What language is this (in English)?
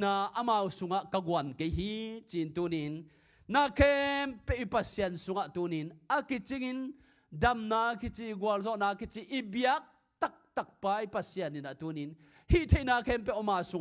Tedim Chin